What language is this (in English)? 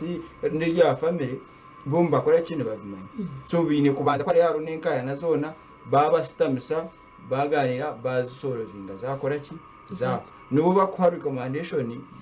Nyankole